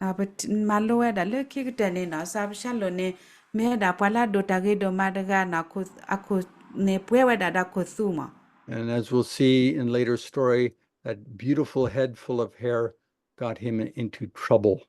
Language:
S'gaw Karen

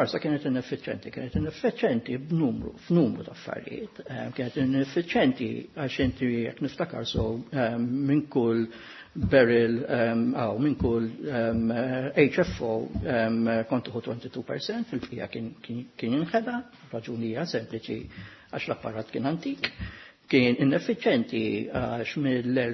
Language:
Maltese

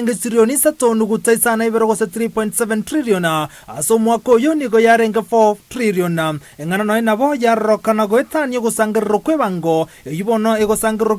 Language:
Gusii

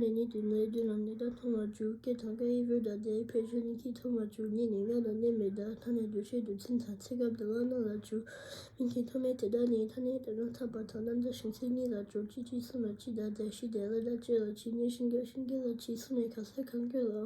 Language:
Tibetan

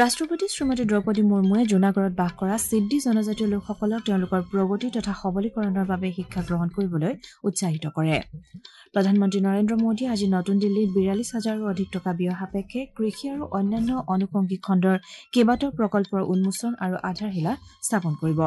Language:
Assamese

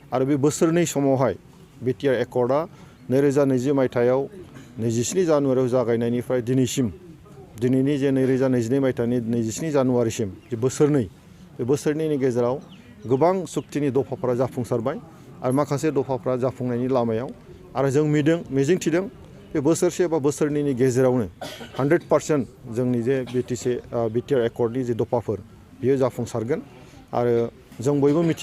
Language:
Bodo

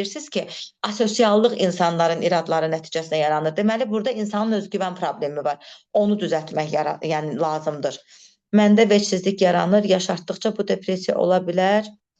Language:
Azerbaijani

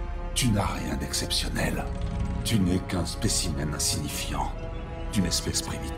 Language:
French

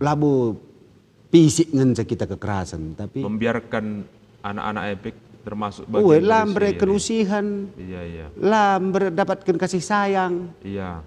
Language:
Batak Karo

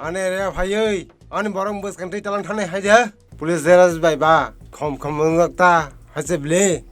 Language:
Kok Borok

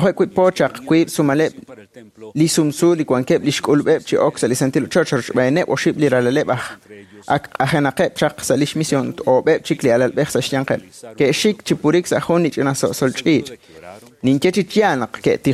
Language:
Kekchí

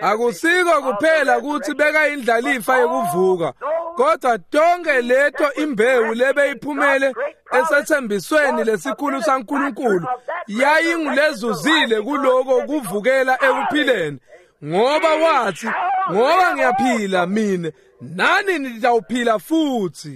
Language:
Swati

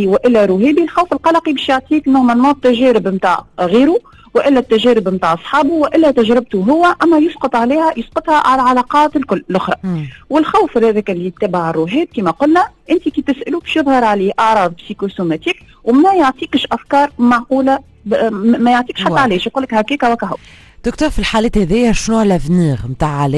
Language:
Tunisian Arabic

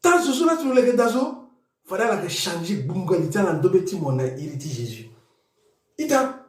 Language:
Sango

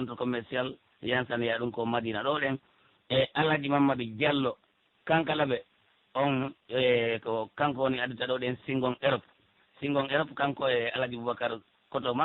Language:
Pular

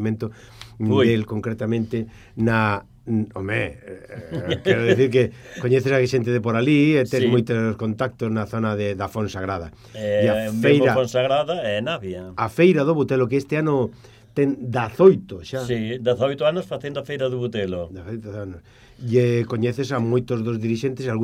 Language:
Galician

